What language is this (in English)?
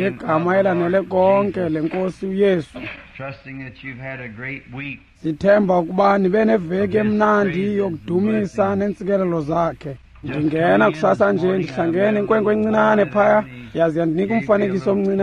Xhosa